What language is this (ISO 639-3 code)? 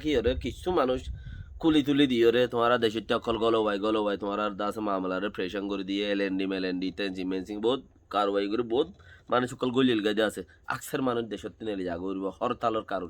rhg